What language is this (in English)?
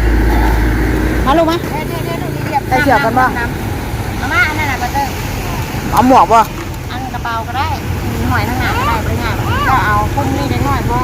Northeastern Thai